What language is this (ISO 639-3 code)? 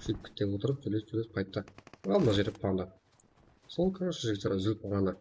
kaa